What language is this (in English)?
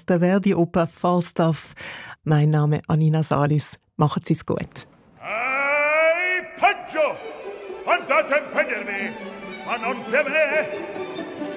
German